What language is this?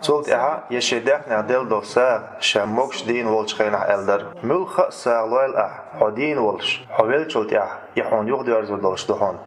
Chechen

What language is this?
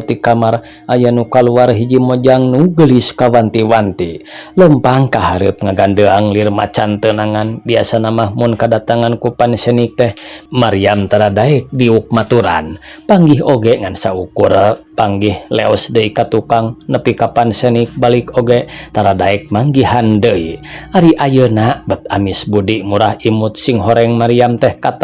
Sundanese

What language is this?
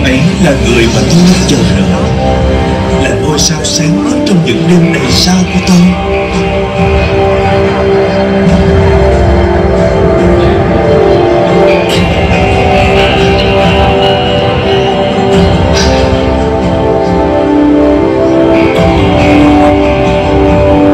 Vietnamese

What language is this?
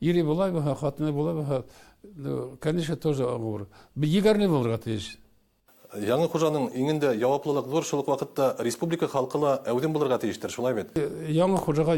Bashkir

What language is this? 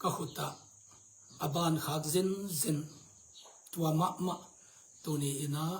Tedim Chin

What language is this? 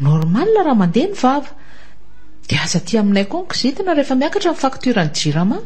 Malagasy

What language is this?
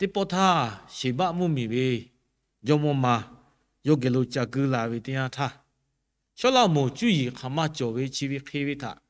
Lahu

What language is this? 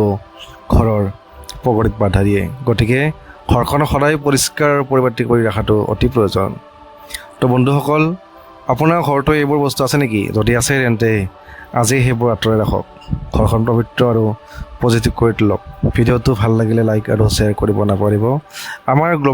Assamese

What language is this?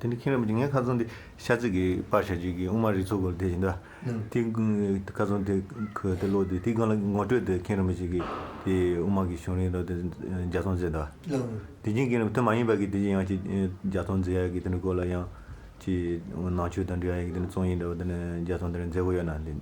Tibetan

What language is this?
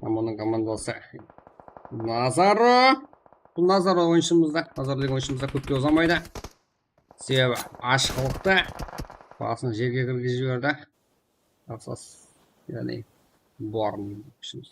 Kara-Kalpak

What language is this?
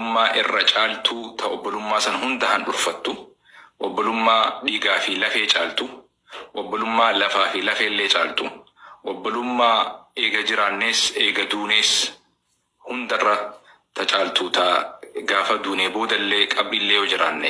Oromo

